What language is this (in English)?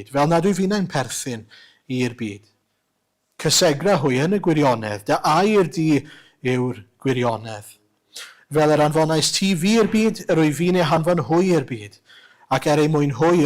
Welsh